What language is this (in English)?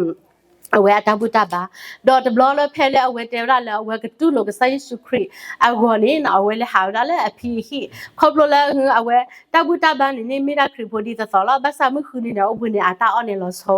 S'gaw Karen